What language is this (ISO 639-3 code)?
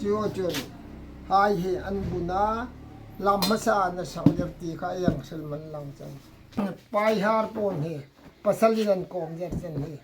hmr